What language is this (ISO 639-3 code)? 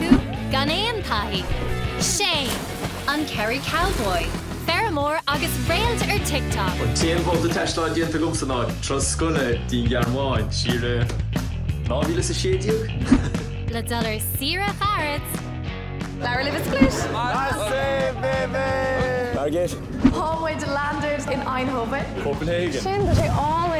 gle